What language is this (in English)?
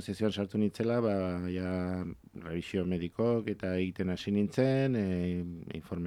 Basque